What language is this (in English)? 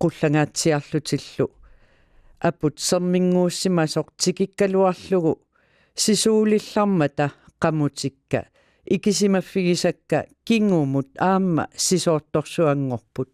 Kalaallisut